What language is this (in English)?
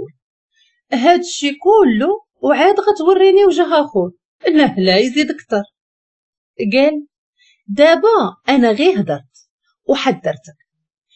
Moroccan Arabic